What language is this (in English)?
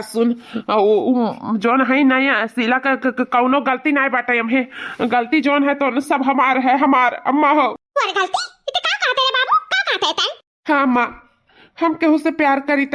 Awadhi